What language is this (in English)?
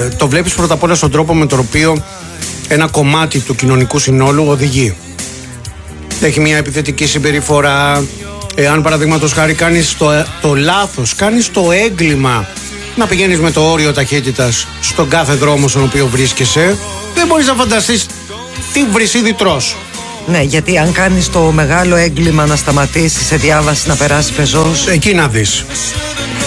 Greek